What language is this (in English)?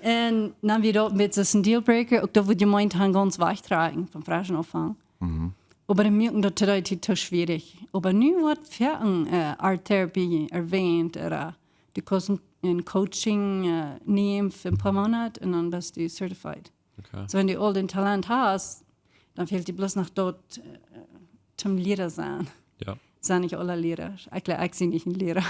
Plautdietsch